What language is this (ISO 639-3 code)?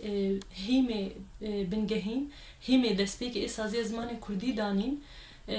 kur